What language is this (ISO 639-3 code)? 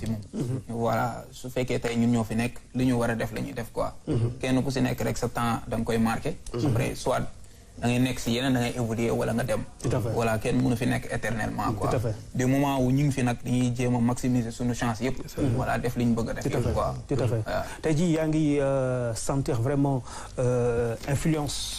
wol